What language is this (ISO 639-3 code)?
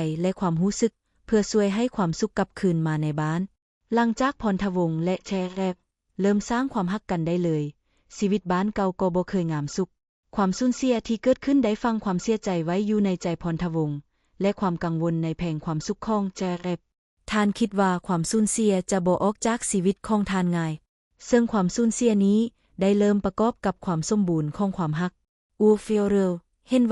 lao